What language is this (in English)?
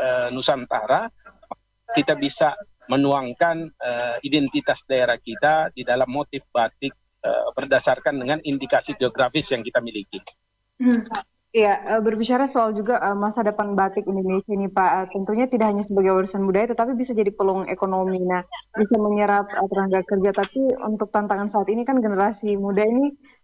Indonesian